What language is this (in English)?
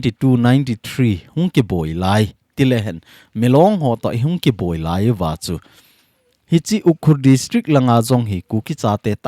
Thado Chin